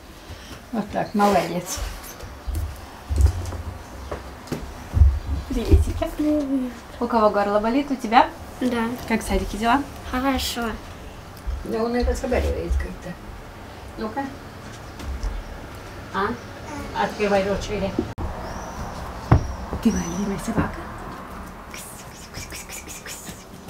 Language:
Russian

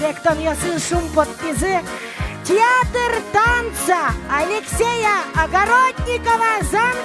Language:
Udmurt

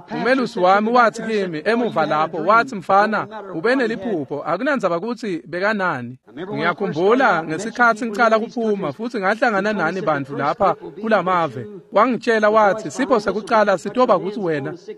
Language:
Swati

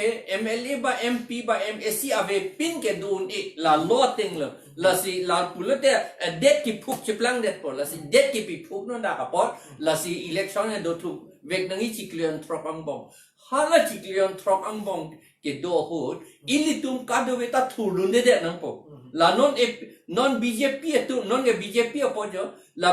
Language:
Karbi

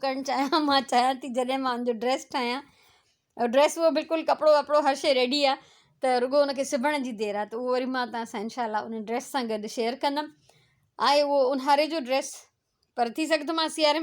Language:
Sindhi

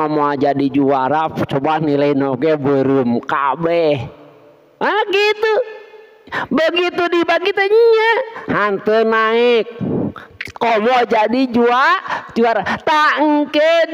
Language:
Sundanese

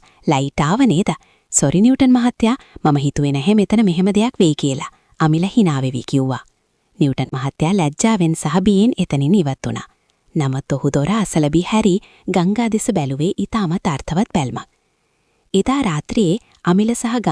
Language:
Sinhala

